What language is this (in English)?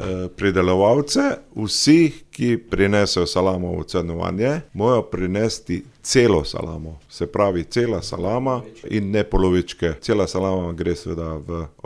Slovenian